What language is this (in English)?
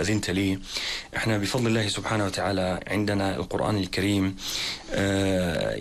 Arabic